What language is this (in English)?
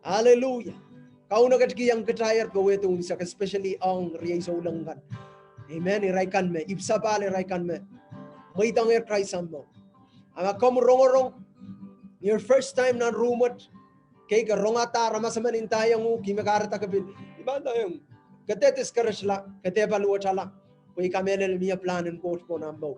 Pohnpeian